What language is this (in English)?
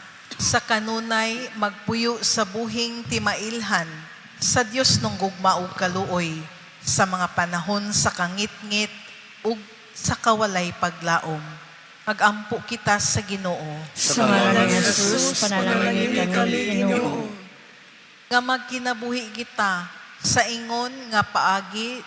Cebuano